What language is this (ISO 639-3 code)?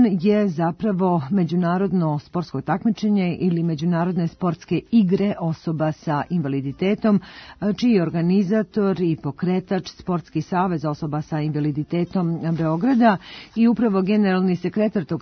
srp